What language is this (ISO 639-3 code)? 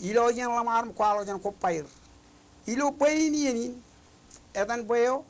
mah